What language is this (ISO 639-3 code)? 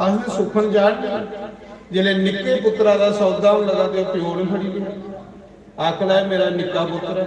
doi